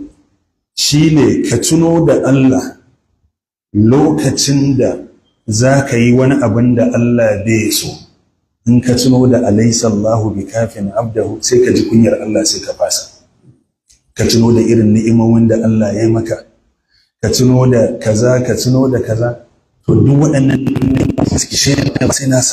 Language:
Hausa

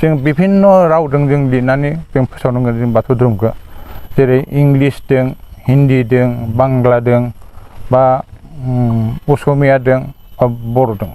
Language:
Bodo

